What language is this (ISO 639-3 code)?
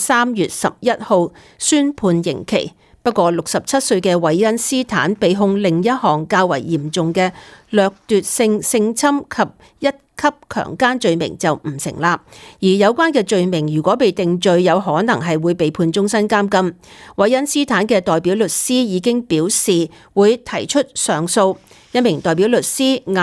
yue